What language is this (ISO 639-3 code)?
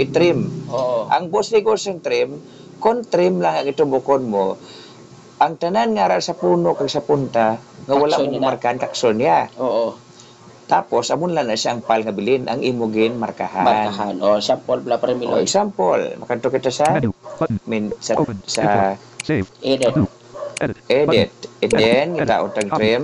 hil